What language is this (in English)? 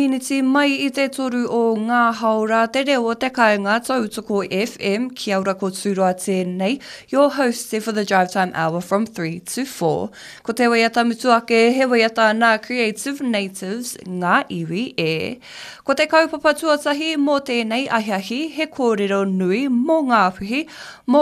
Māori